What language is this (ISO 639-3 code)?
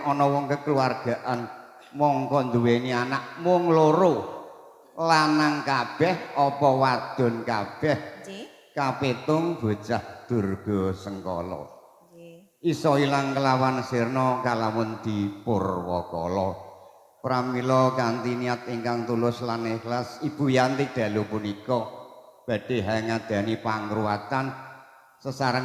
jav